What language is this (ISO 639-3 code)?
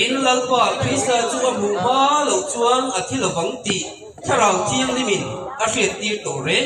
lus